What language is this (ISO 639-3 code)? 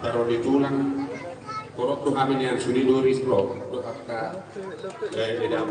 bbc